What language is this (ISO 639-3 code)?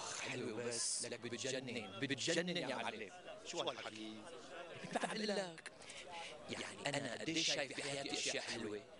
apc